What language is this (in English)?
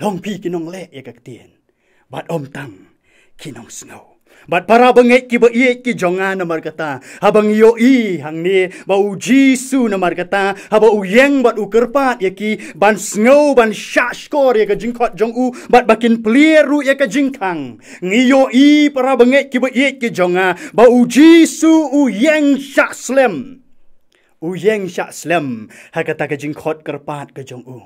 Khasi